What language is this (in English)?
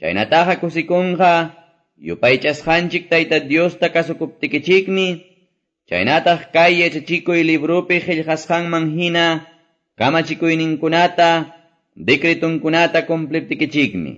Quechua